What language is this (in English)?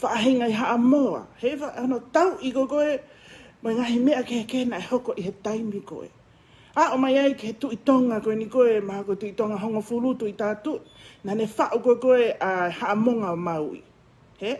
Tongan